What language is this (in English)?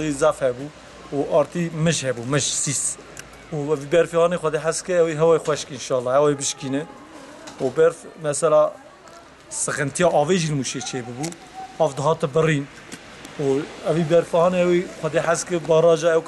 Kurdish